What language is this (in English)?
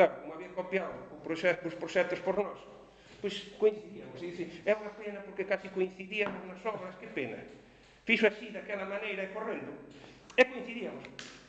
Galician